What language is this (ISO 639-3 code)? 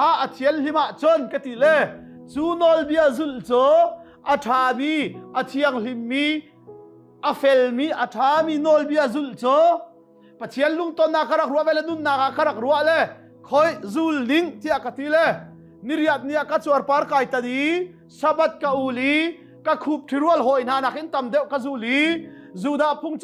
cnh